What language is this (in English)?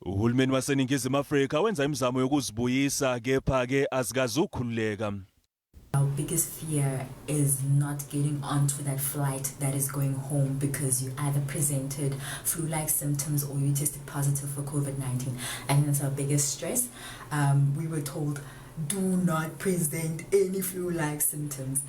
Zulu